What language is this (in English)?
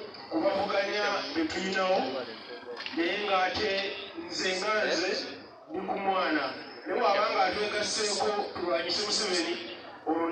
Ganda